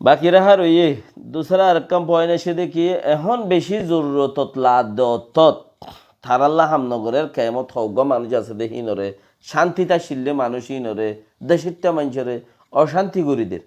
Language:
Rohingya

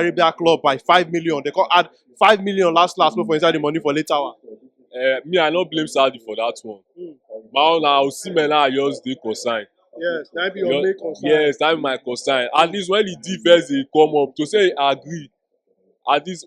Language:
Nigerian Pidgin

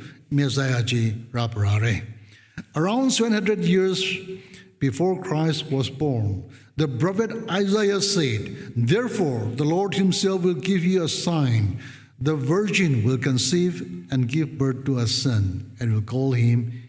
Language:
Tangkhul Naga (India)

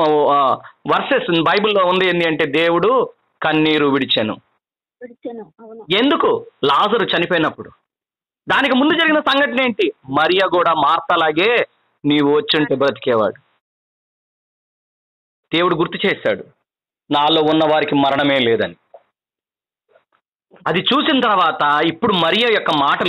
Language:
Telugu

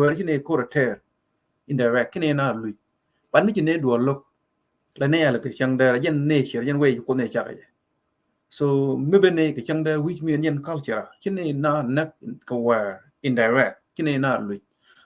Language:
Nuer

